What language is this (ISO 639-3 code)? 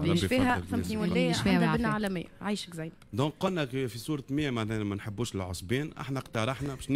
aeb